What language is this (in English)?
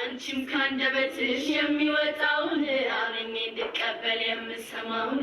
Amharic